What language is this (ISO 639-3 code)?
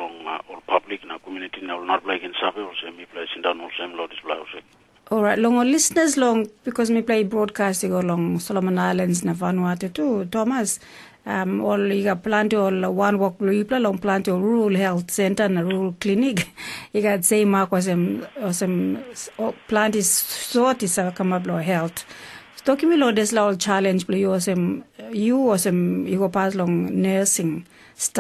tpi